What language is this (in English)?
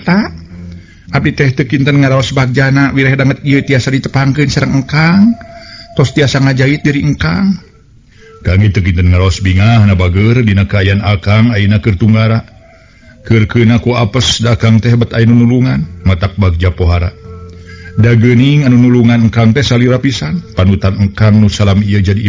Sundanese